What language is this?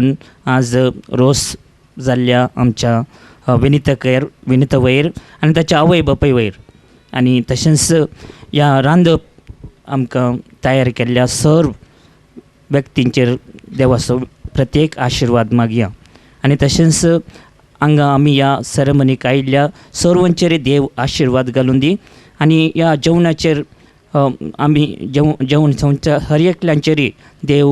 Konkani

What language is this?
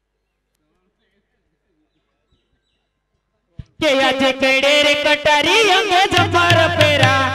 Gujarati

